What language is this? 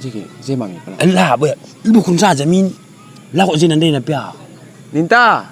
Batak Karo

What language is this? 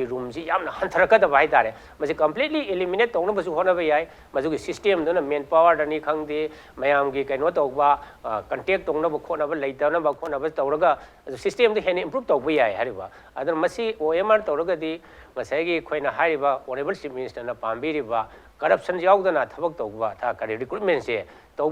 Manipuri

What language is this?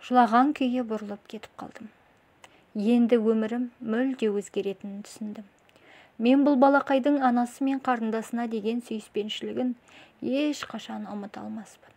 Kazakh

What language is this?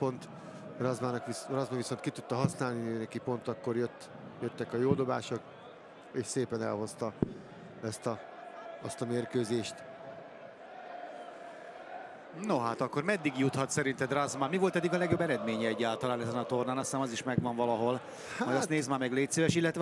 Hungarian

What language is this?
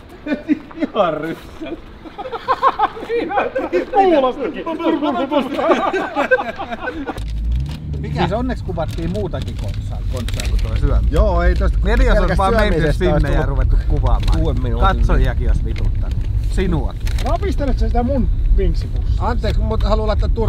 Finnish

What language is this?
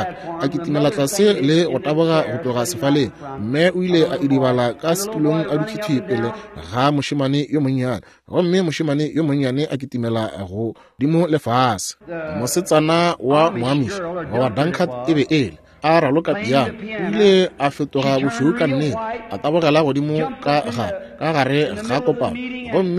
Northern Sotho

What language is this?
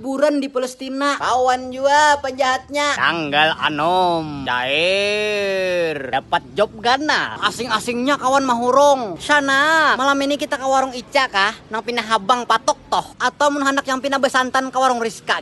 Banjar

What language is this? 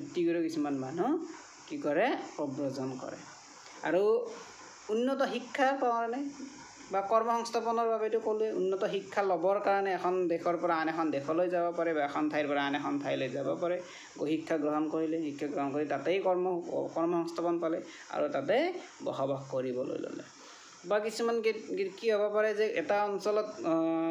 Assamese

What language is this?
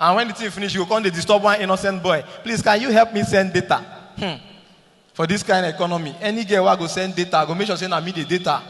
Nigerian Pidgin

